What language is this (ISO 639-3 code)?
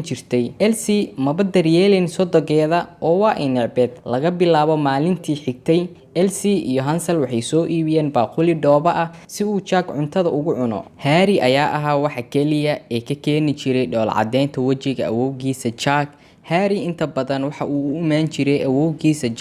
som